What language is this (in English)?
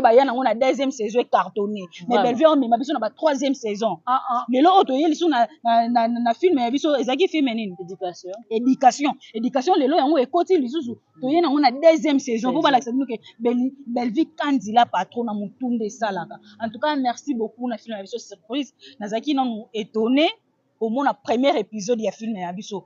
Lingala